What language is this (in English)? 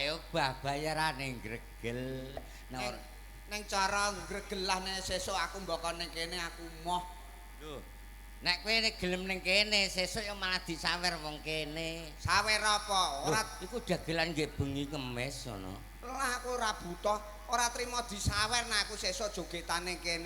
Javanese